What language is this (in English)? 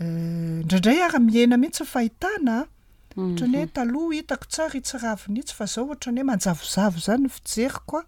Malagasy